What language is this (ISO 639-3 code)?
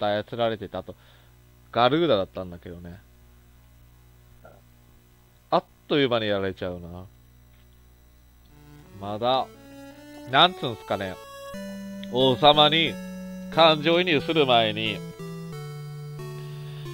jpn